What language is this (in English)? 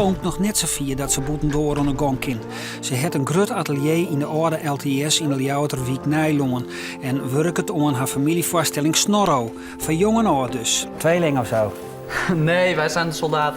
Western Frisian